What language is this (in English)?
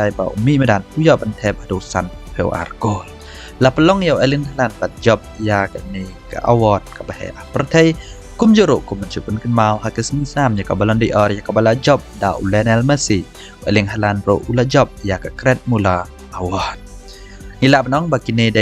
Khasi